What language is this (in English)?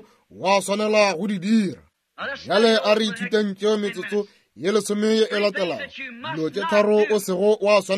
Northern Sotho